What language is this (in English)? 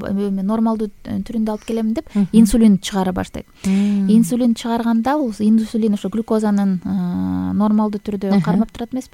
Kyrgyz